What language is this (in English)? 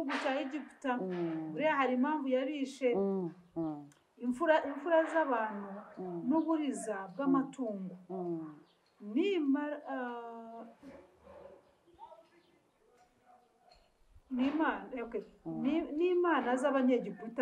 Kinyarwanda